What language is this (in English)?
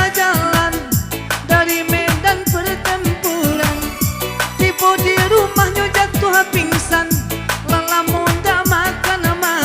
Minangkabau